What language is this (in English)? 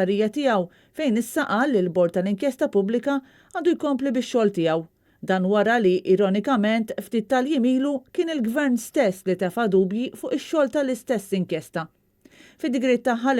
Maltese